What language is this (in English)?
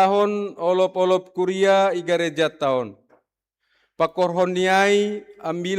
Batak Simalungun